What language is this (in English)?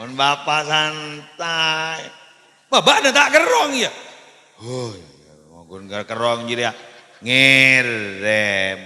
Madurese